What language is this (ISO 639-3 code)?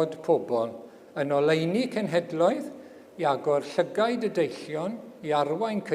cym